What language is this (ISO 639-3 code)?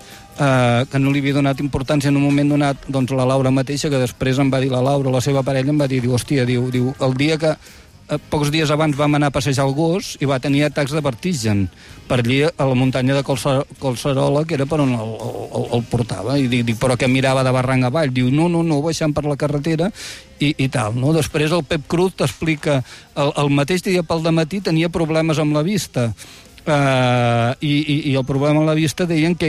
cat